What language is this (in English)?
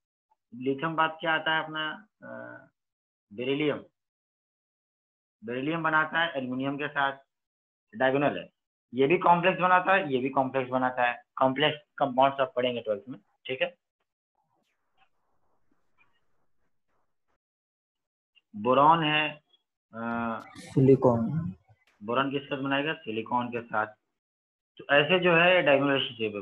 Hindi